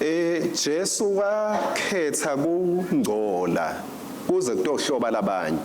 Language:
Swati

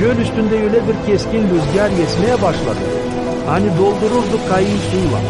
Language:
Gagauz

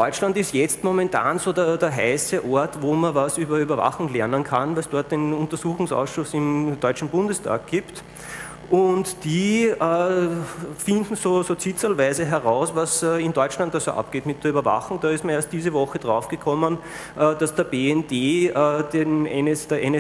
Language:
German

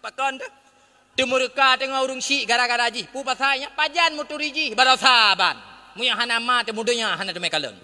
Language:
Achinese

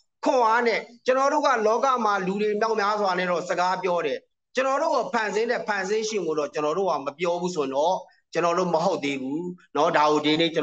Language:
Burmese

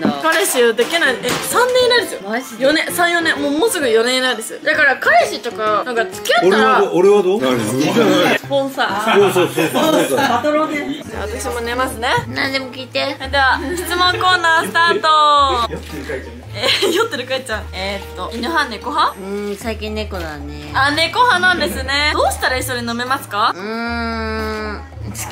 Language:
Japanese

